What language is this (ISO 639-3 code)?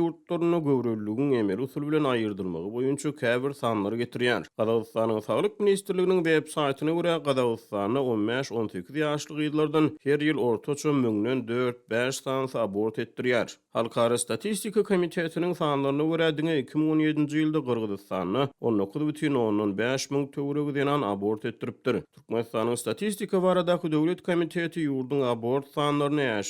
tuk